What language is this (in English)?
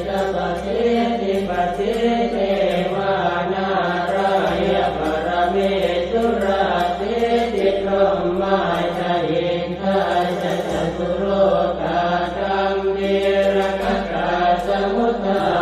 Pali